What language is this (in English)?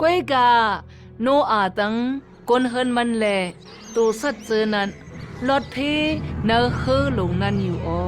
Shan